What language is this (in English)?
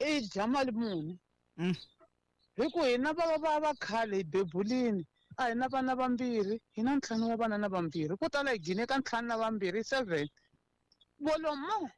Tsonga